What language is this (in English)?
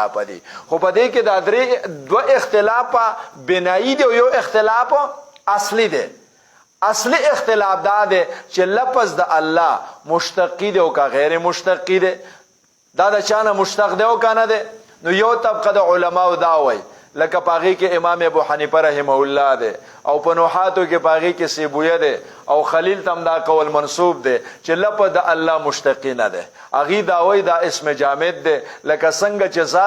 Pashto